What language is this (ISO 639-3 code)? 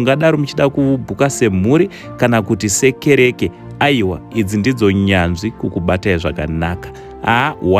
sna